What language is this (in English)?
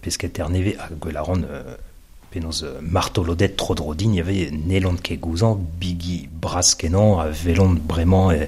Breton